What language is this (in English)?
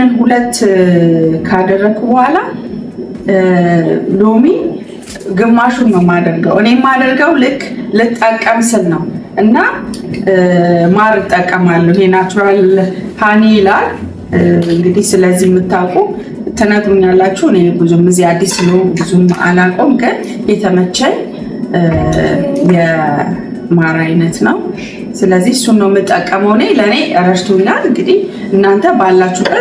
Amharic